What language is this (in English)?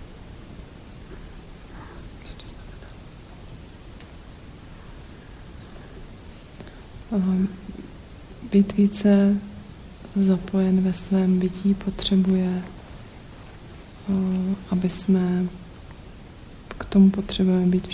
Czech